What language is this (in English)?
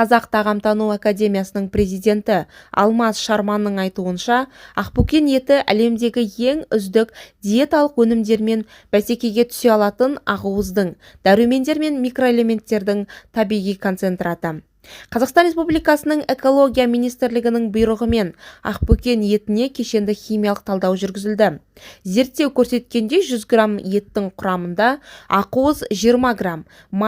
Kazakh